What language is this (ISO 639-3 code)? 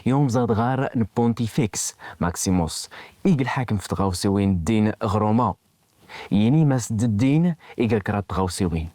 kab